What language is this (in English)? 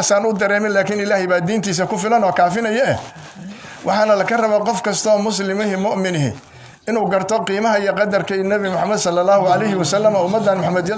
Somali